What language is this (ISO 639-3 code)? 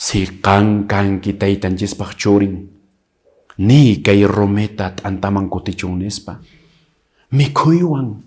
que